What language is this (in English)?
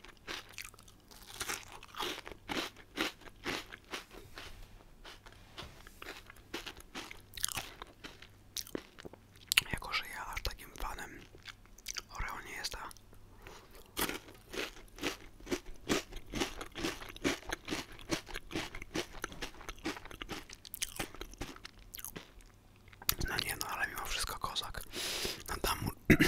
Polish